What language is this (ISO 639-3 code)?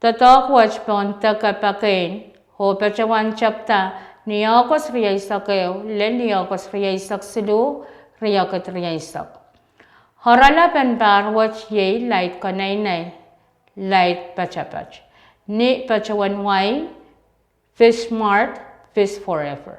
pon